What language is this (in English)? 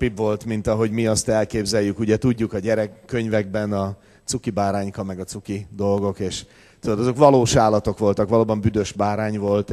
Hungarian